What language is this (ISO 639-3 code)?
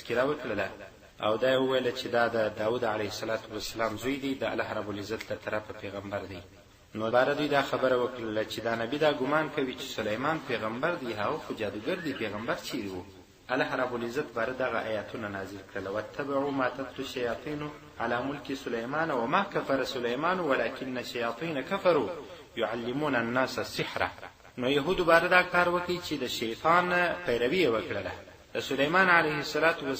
pus